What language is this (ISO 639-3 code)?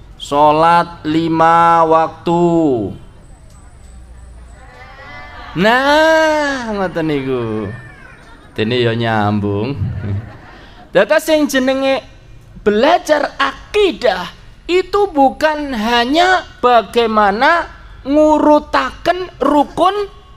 ind